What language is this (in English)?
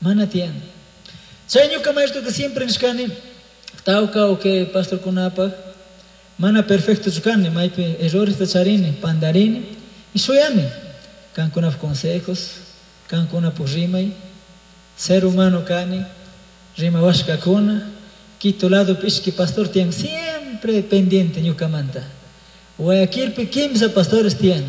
Chimborazo Highland Quichua